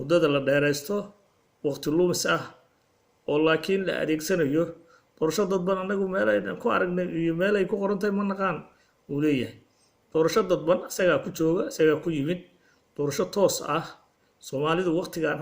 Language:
Somali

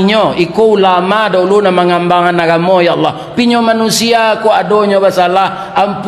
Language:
Minangkabau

